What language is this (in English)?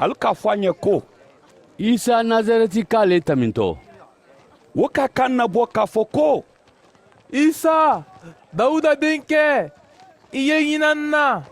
Mandingo